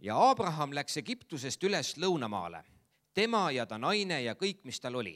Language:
Estonian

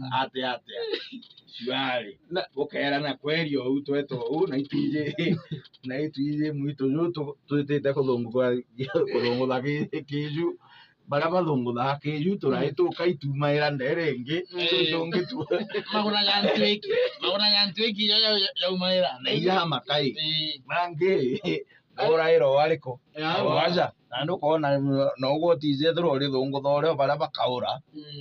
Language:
Meru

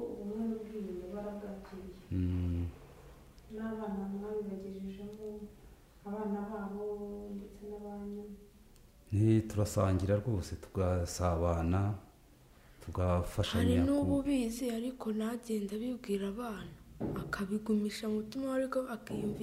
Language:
Kinyarwanda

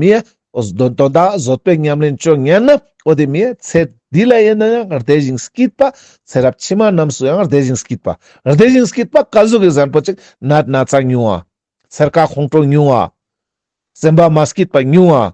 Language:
Ladakhi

